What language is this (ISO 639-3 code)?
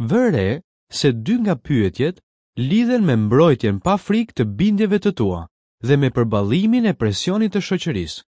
sqi